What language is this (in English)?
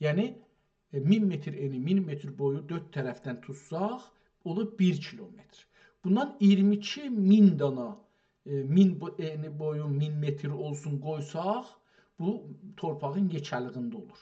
South Azerbaijani